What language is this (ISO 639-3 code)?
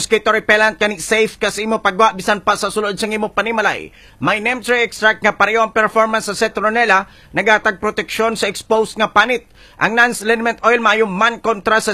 hil